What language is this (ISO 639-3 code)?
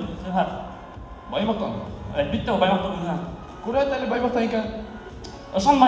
bak